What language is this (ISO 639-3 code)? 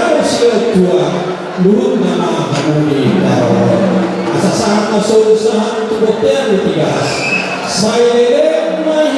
bbc